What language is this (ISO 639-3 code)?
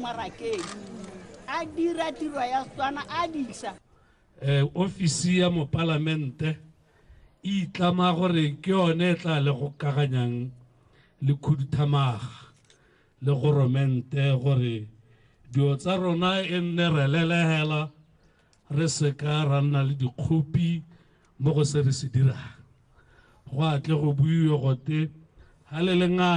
tsn